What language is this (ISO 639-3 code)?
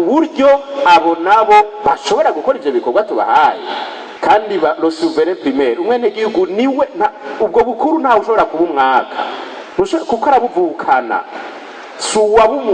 run